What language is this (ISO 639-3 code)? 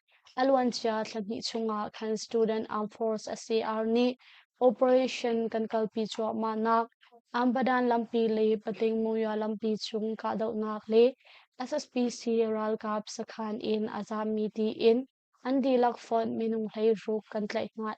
cnh